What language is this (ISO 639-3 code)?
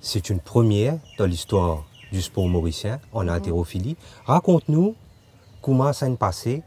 mfe